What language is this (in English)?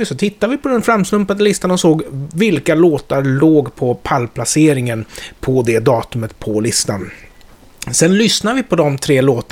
Swedish